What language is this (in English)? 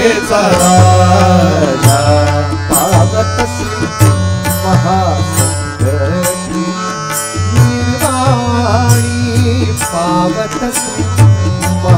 Marathi